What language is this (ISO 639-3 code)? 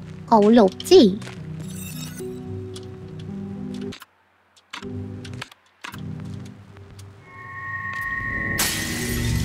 kor